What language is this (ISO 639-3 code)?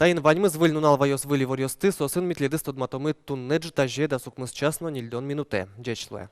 udm